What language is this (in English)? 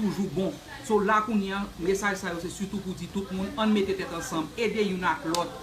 Haitian Creole